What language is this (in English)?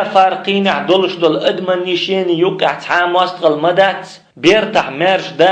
Chechen